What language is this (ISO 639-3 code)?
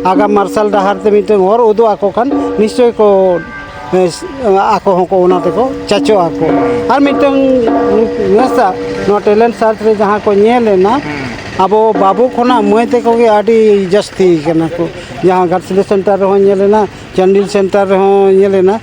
sat